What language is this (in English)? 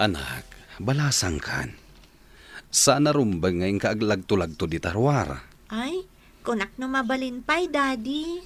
Iloko